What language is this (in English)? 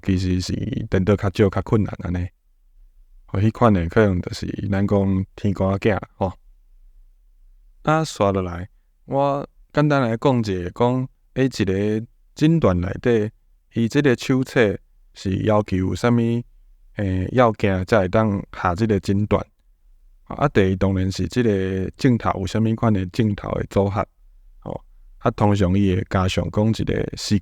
Min Nan Chinese